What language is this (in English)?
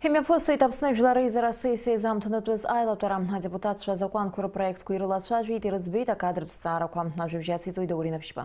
Abkhazian